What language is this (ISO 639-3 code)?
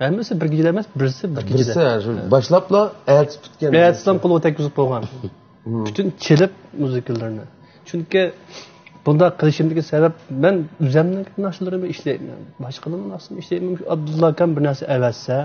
uig